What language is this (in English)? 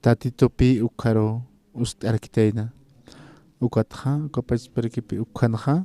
Aymara